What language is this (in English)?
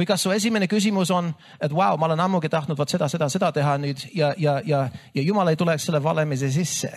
Estonian